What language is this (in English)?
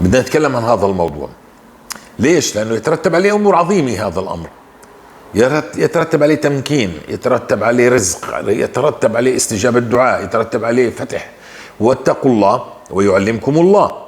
North Levantine Arabic